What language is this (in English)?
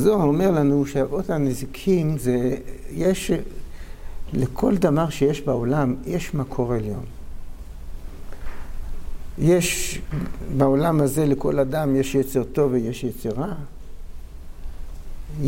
Hebrew